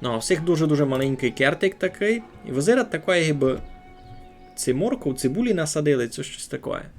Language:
Rusyn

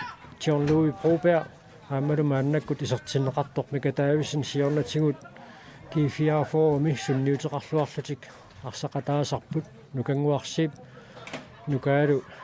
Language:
Kalaallisut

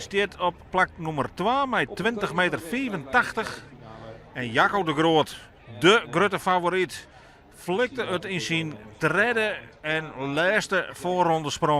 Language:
Western Frisian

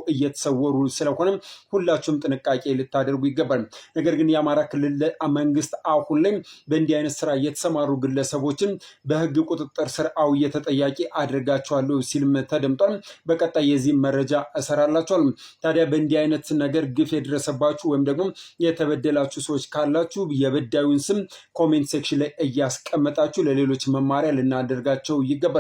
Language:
Amharic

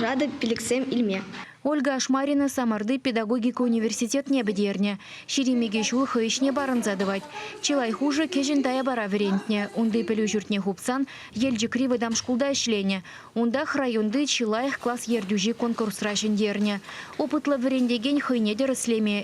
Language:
Chuvash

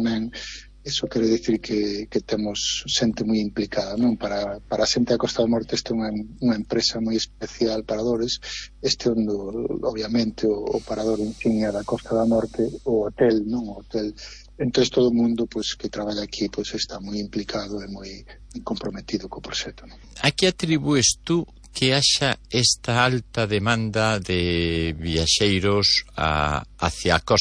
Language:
Galician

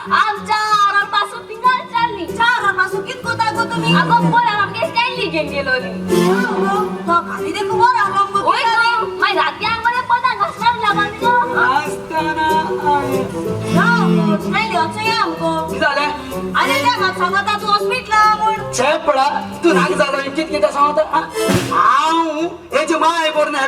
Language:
Konkani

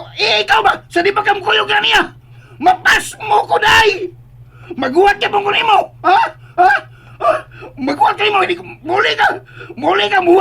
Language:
Cebuano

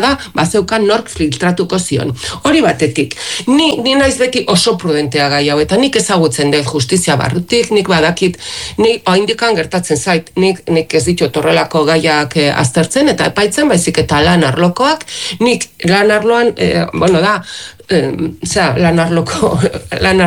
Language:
Basque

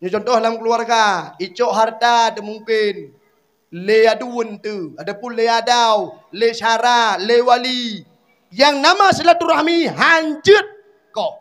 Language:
Achinese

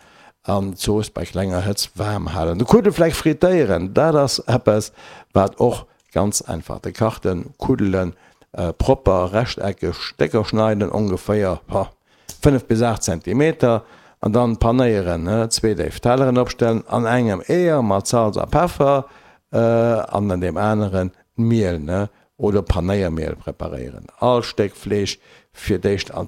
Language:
Luxembourgish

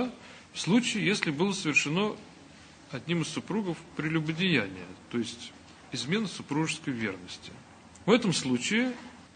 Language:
Russian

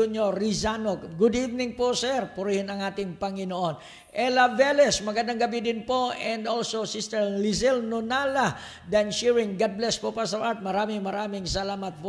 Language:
Filipino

